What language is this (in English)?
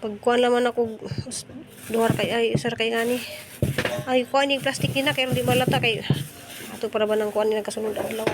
Cebuano